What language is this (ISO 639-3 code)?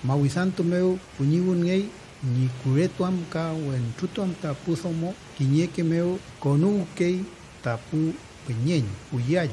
arn